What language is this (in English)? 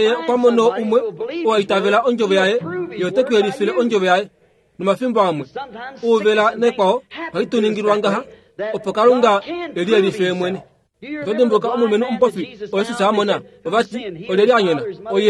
Kuanyama